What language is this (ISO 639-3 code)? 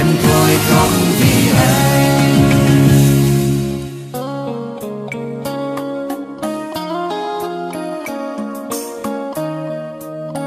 vie